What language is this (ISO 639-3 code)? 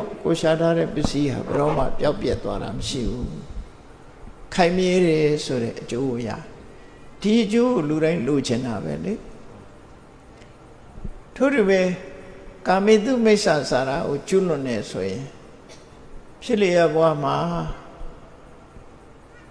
mya